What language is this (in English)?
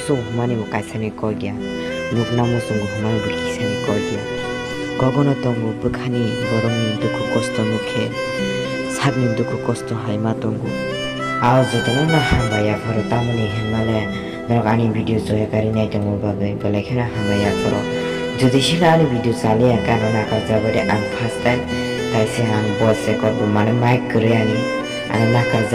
Kok Borok